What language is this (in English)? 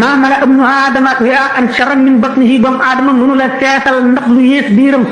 Wolof